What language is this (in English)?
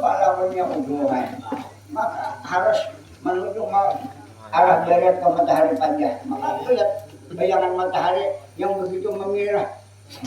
Banjar